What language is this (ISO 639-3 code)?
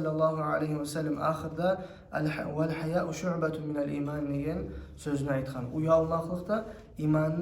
kum